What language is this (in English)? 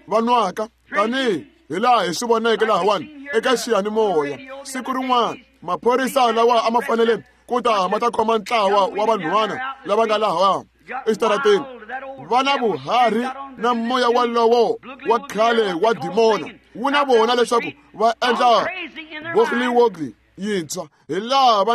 Tsonga